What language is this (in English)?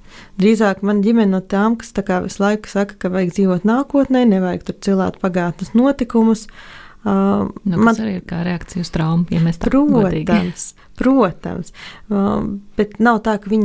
Latvian